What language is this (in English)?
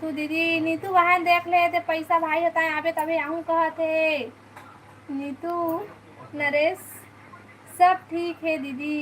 Chhattisgarhi